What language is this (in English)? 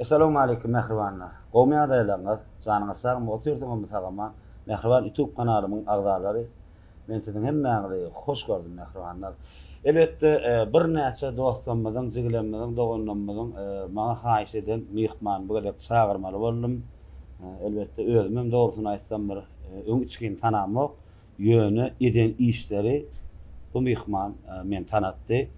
Turkmen